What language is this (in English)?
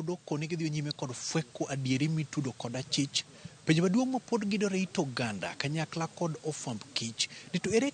Luo (Kenya and Tanzania)